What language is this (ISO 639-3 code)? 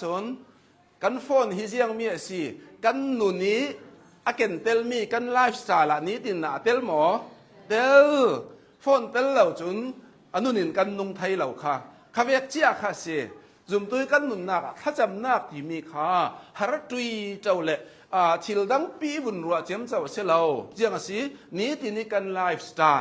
cnh